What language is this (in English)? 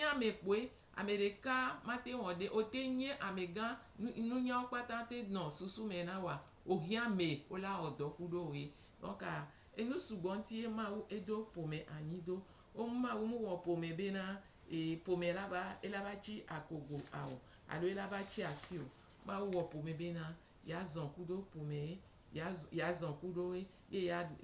Gen